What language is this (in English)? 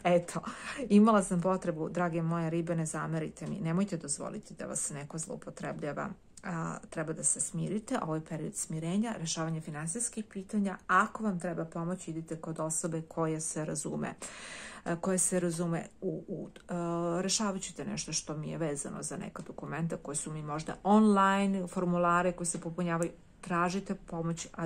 Serbian